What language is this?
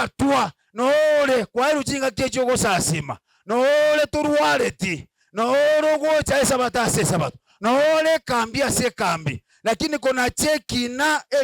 Gusii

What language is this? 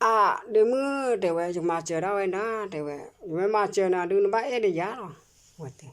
S'gaw Karen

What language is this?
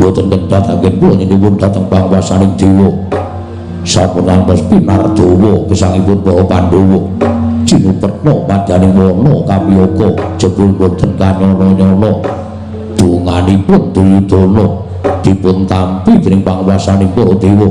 Javanese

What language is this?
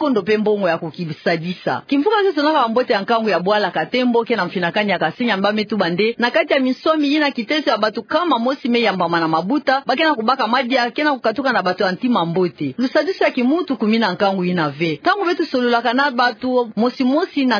Kituba (Democratic Republic of Congo)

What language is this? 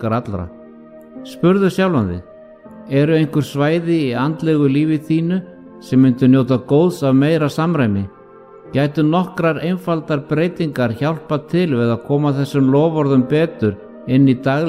Icelandic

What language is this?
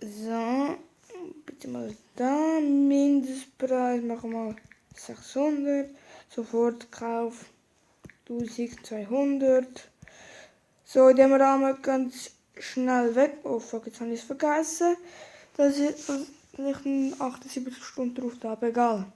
Swiss German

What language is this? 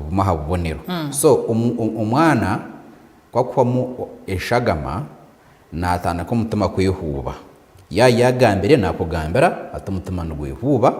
Nyankole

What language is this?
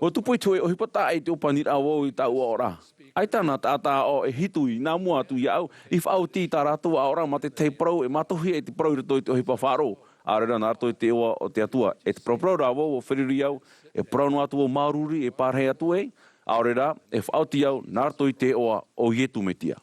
Tahitian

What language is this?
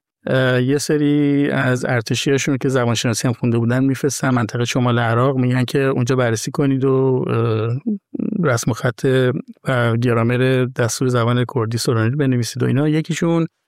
Persian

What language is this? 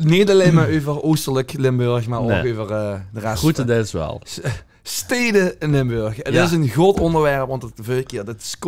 Limburgish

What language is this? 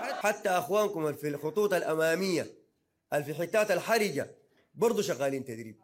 Sudanese Arabic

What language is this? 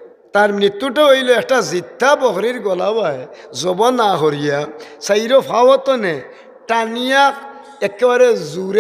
Sylheti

